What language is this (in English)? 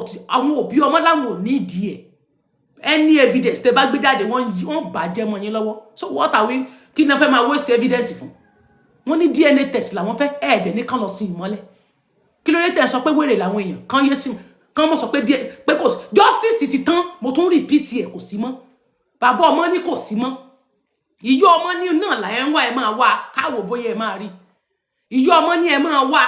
Yoruba